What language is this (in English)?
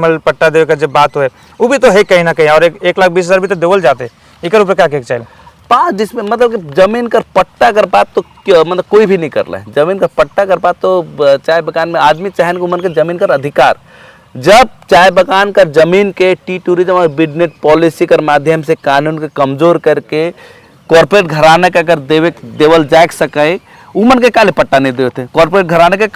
Sadri